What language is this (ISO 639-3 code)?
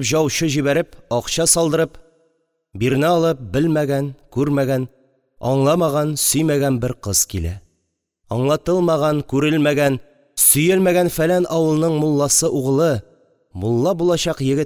tat